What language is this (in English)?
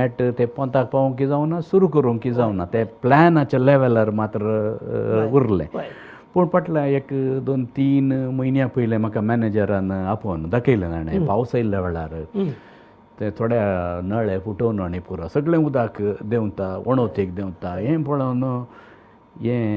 Konkani